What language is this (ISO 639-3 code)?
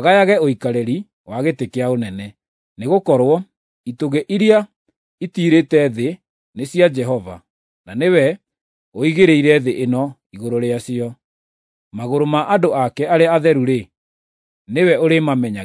kik